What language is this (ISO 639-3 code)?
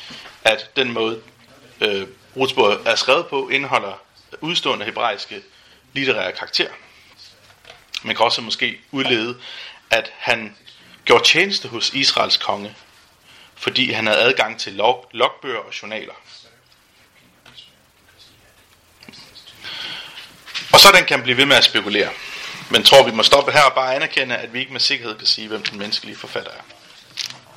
dan